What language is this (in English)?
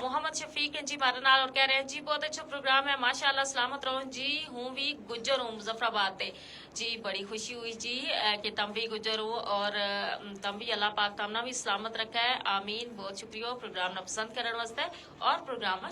Gujari